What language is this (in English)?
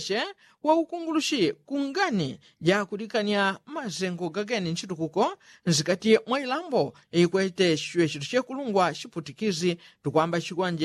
Yao